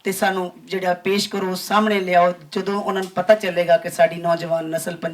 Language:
Western Panjabi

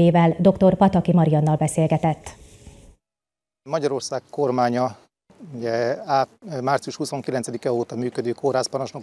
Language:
Hungarian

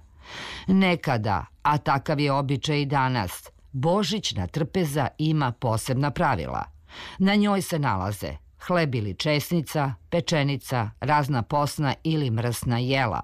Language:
Serbian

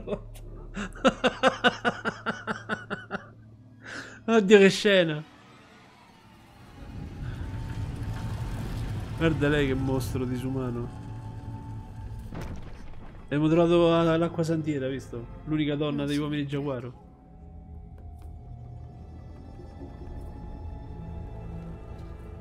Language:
Italian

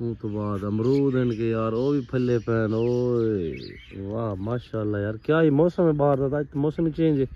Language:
Saraiki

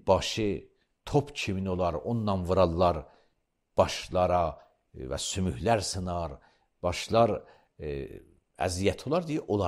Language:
Azerbaijani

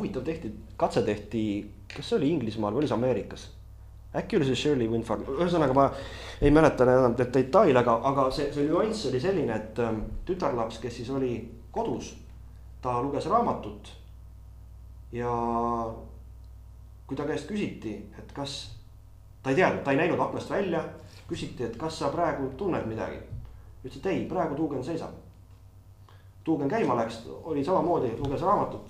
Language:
Estonian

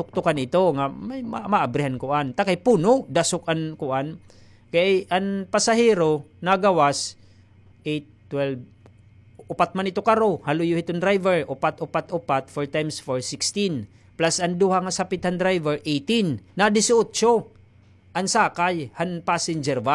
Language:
Waray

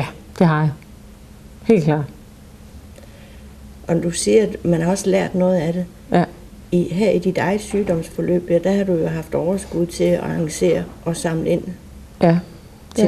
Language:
Danish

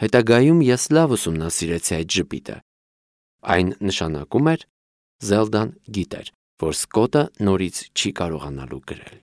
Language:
Armenian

